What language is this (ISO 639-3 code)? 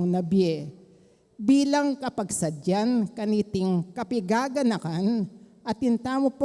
pam